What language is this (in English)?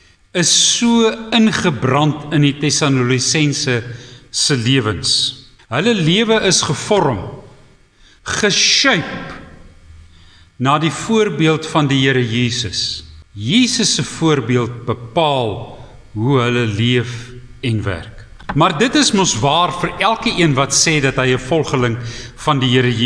Afrikaans